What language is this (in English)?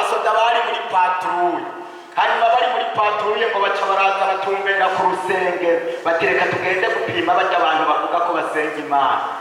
Rundi